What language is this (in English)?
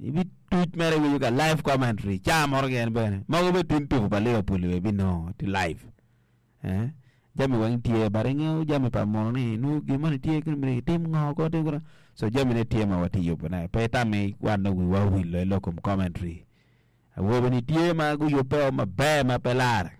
Acoli